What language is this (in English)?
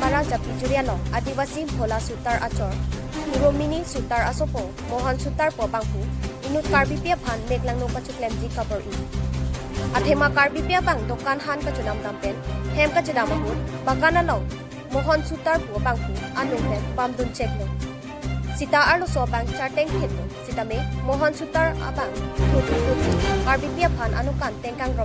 Karbi